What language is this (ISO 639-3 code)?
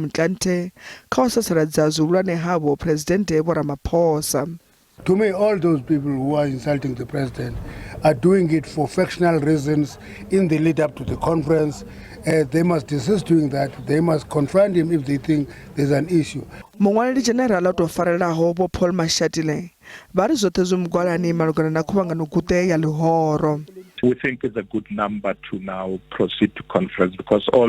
ven